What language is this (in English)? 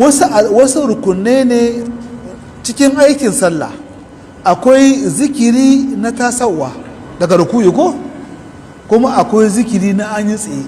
Hausa